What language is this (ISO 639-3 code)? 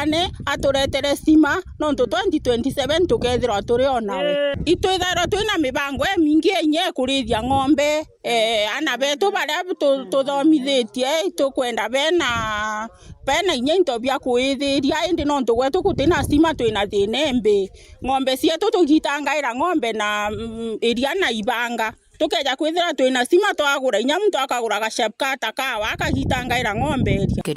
mer